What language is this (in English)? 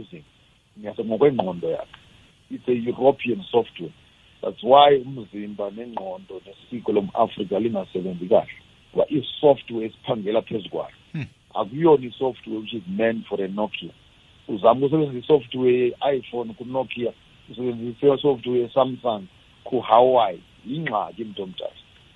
South Ndebele